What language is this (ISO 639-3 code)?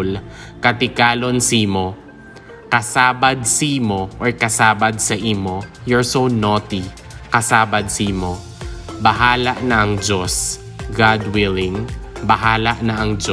hil